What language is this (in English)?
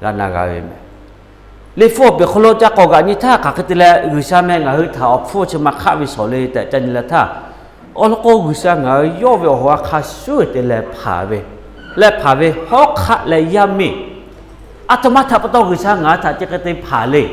Lahu